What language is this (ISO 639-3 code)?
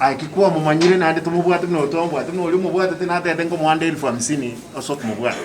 guz